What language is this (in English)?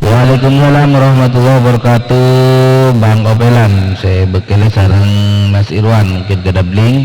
Madurese